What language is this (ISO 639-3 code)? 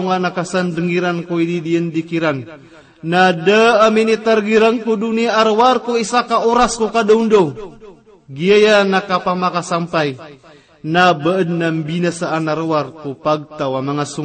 mrw